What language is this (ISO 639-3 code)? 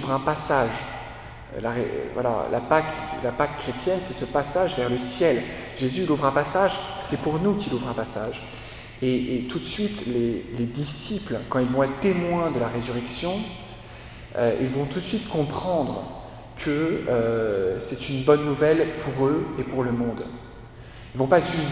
fra